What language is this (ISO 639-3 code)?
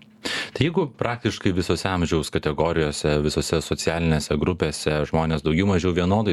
lit